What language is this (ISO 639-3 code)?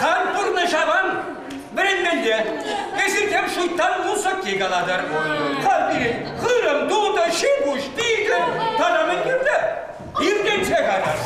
chv